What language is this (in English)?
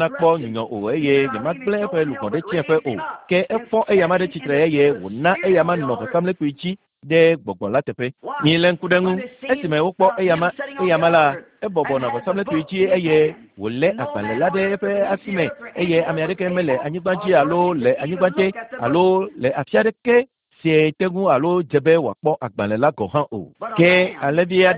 Ewe